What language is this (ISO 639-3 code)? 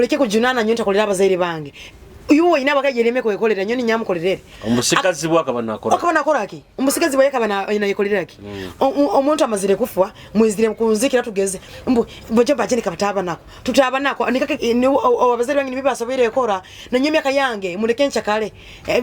nyo